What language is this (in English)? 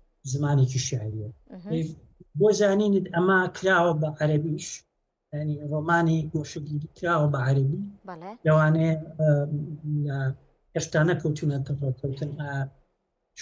Central Kurdish